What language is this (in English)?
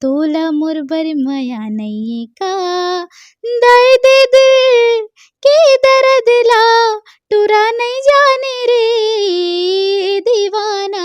Chhattisgarhi